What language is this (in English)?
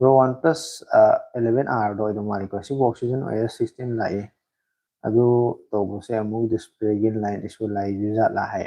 Manipuri